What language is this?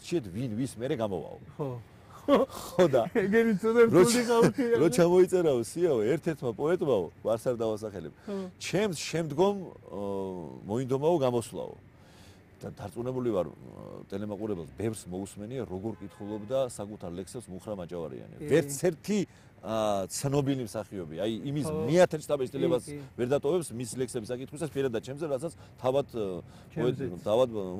Georgian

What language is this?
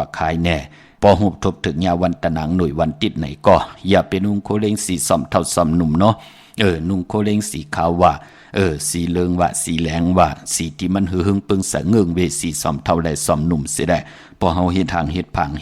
Shan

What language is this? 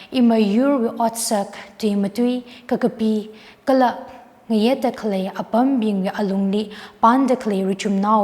Tangkhul Naga (India)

